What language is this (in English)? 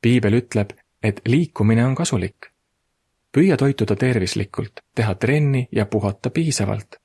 Estonian